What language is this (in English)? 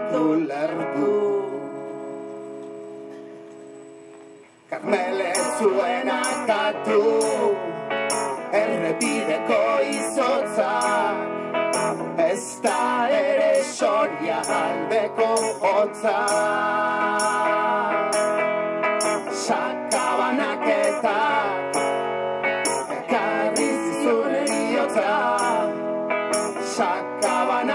Basque